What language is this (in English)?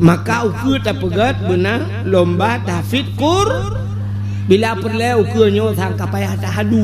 Achinese